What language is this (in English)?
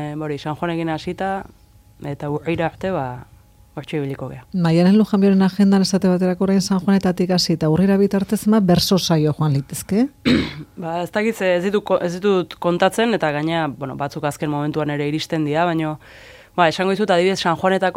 Basque